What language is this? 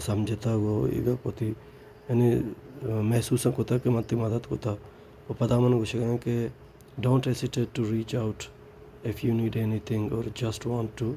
Baluchi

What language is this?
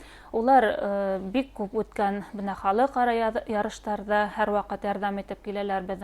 Bashkir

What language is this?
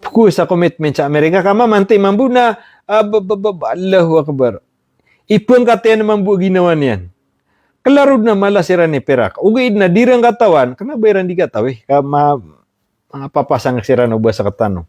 Maranao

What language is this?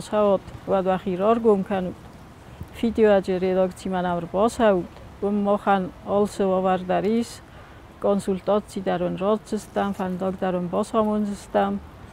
Ossetic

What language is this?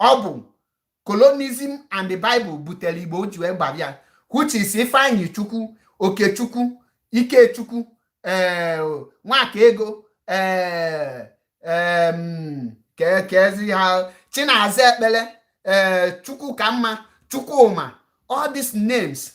Igbo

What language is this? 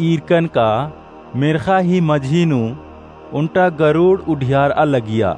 Kurukh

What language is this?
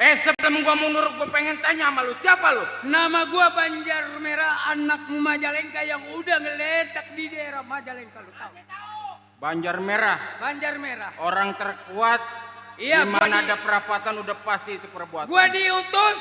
Betawi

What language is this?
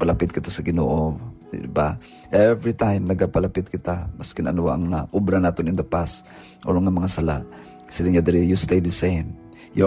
Hiligaynon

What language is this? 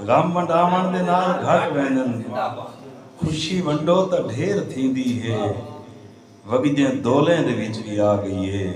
Saraiki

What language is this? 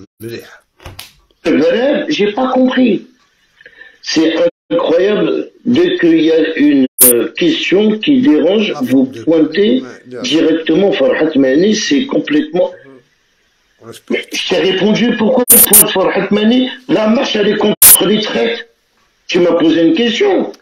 Algerian Arabic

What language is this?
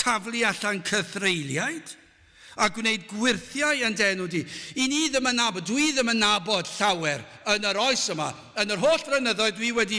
Welsh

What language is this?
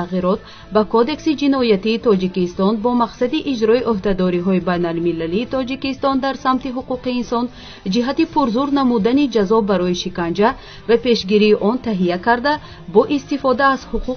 Tajik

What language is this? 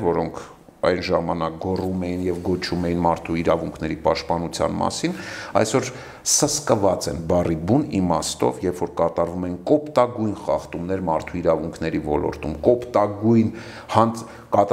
Armenian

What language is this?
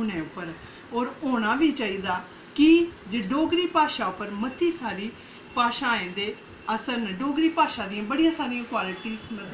Dogri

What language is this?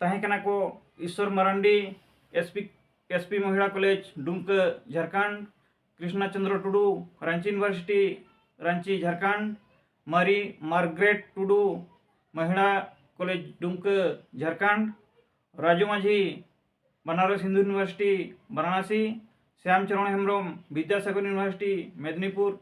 Santali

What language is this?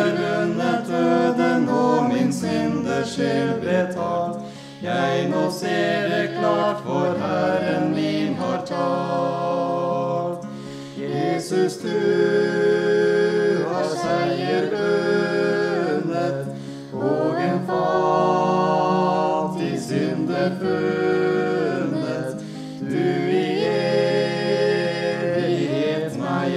Norwegian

